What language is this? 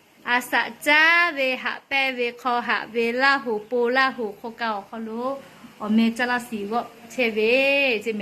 Lahu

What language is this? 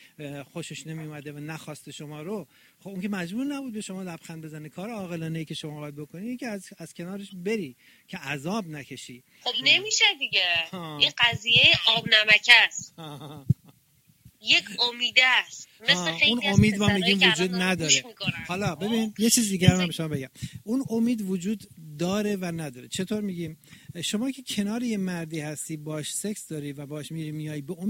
Persian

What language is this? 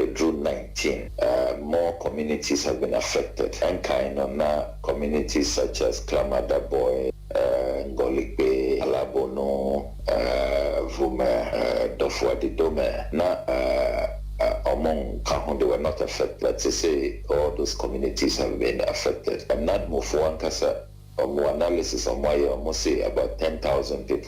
Akan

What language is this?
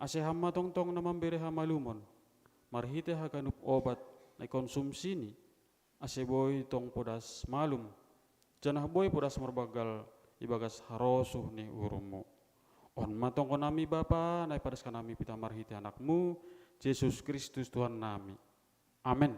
Batak Simalungun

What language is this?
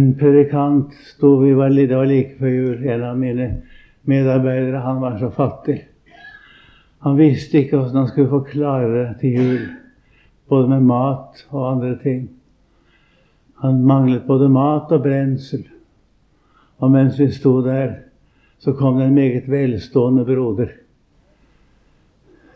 Norwegian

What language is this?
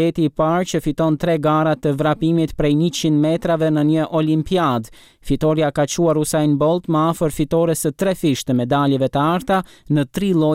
Albanian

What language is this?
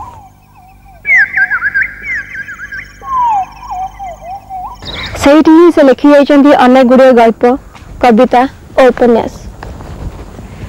Odia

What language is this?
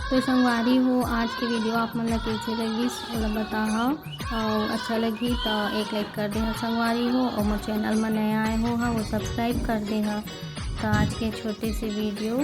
Chhattisgarhi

